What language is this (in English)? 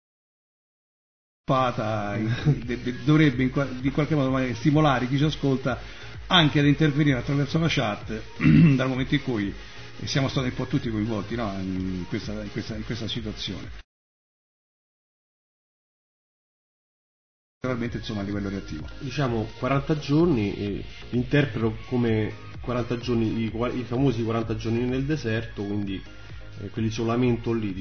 Italian